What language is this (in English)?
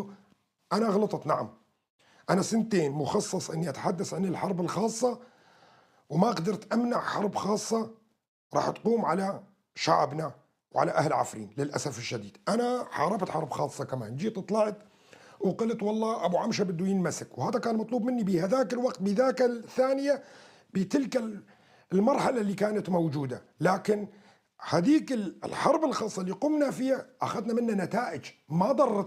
North Levantine Arabic